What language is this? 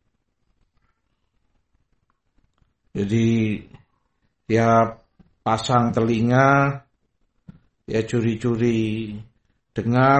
Indonesian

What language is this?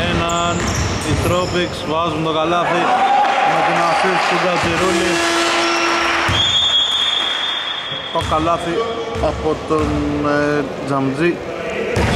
Greek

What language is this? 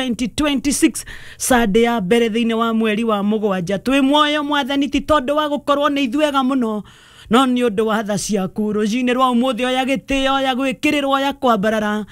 Kikuyu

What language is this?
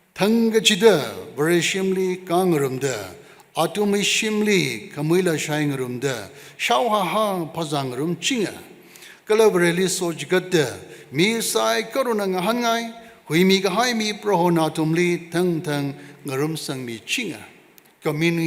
Tangkhul Naga (India)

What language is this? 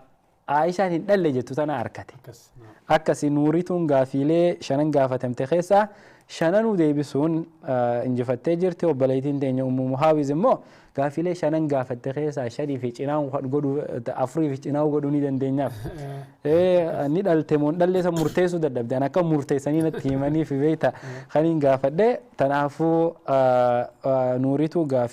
Oromo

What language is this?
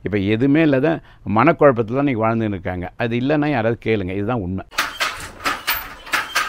Tamil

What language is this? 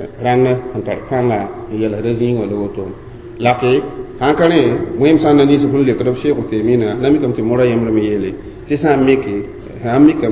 Mossi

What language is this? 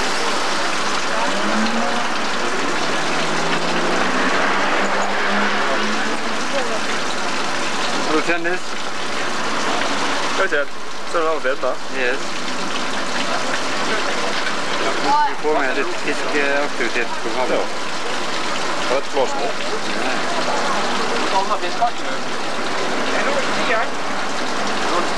Norwegian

